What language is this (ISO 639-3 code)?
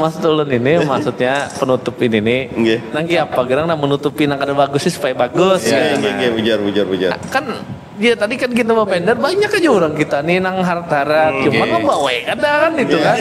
bjn